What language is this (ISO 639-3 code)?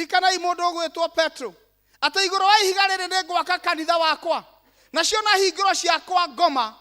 kik